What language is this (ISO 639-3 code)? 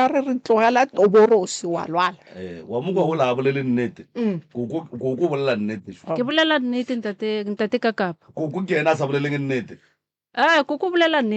nso